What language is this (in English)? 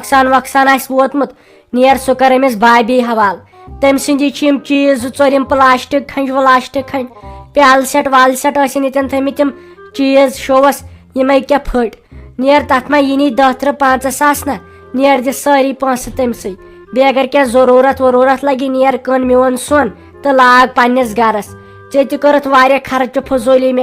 Kashmiri